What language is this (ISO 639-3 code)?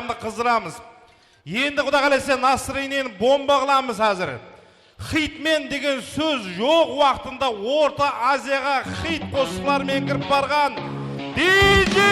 kaa